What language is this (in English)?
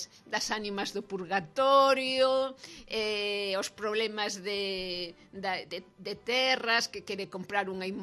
Galician